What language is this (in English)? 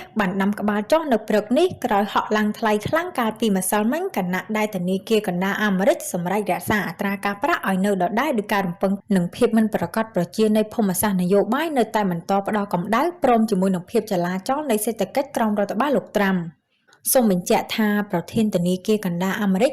Khmer